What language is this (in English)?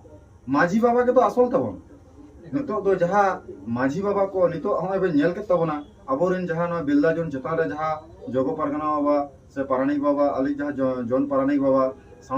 Santali